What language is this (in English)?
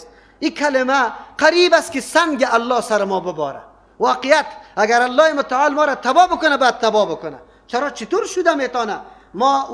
Persian